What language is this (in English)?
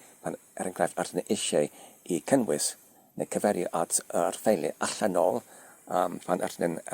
Welsh